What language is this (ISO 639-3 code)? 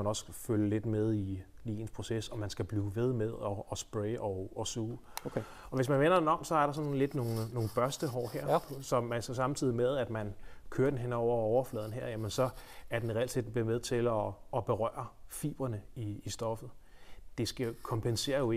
dan